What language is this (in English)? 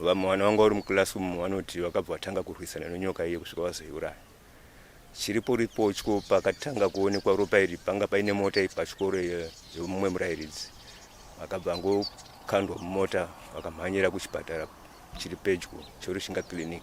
Shona